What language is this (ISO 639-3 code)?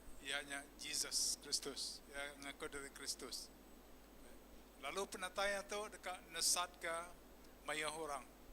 iba